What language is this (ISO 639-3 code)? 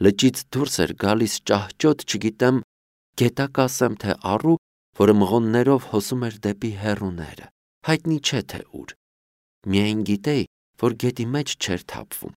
hye